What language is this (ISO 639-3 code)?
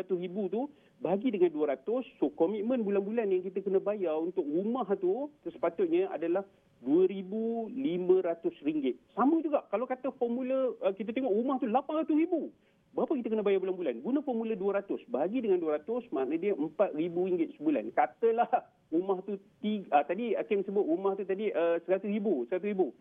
msa